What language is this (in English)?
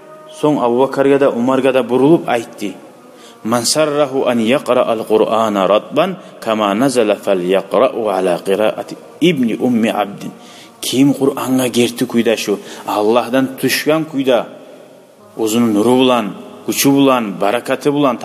Kumyk